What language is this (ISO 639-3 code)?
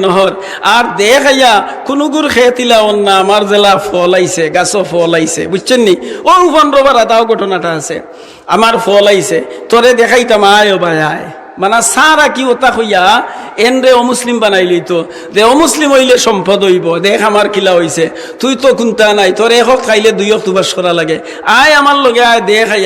syl